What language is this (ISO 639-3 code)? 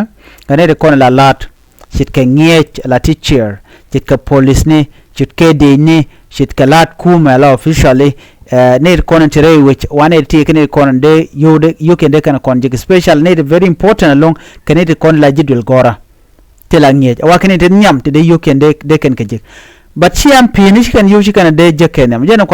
nus